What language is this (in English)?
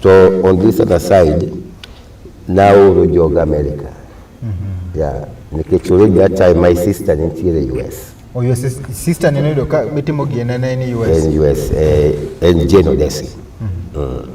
Luo (Kenya and Tanzania)